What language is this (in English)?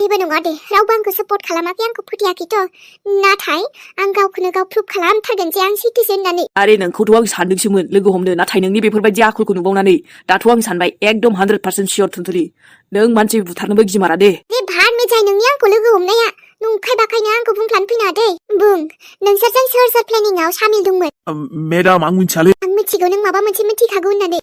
Bodo